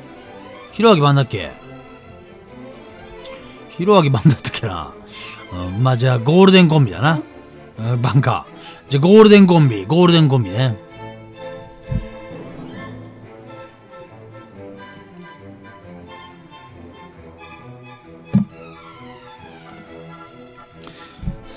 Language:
Japanese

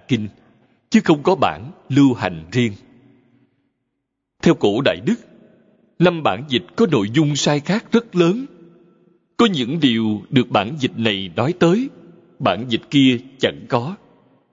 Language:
Vietnamese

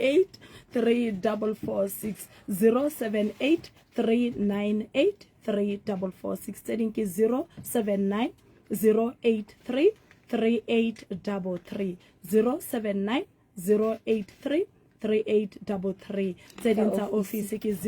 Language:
Southern Sotho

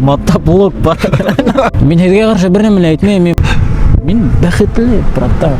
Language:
Bashkir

